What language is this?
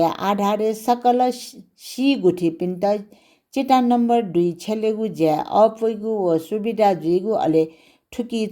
Newari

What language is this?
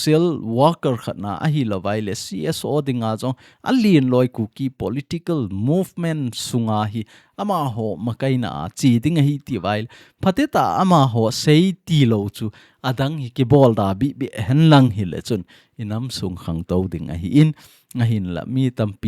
Thado Chin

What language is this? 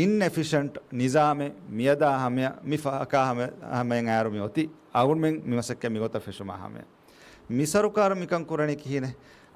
Divehi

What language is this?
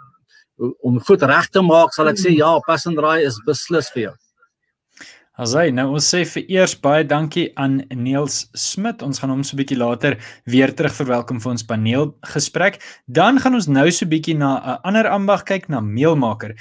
Afrikaans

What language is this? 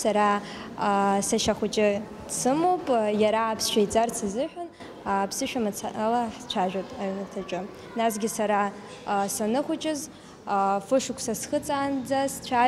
Abkhazian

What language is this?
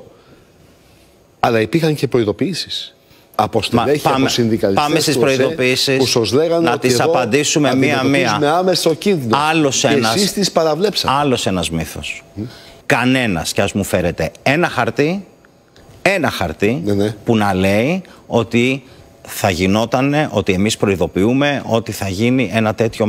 Greek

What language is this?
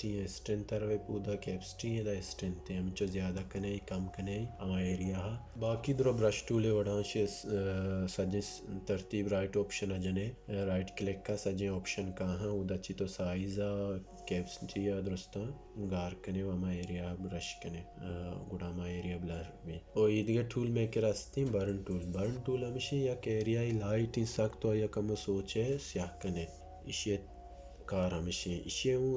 Baluchi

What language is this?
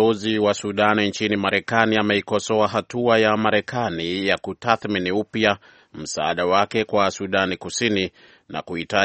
Swahili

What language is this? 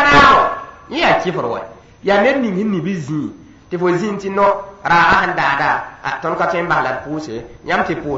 Mossi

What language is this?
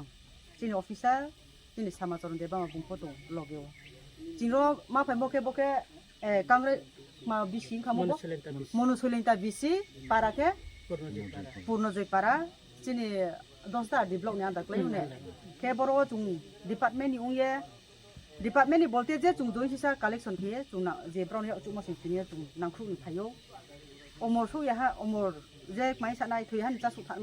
Riang (India)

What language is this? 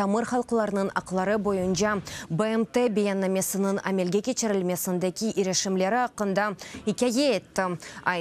Crimean Tatar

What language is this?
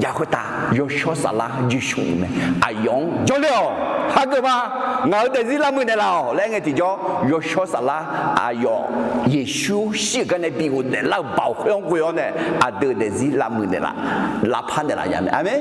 Akha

